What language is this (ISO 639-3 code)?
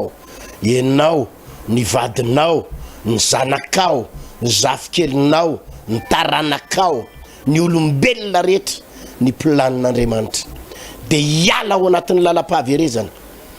mlg